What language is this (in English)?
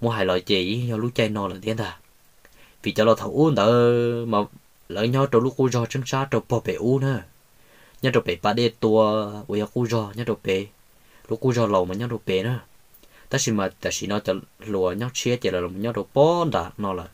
Hmong